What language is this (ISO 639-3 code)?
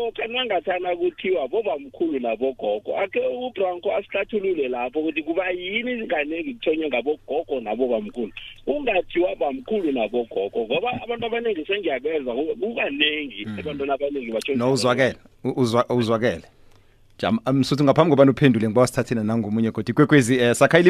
nbl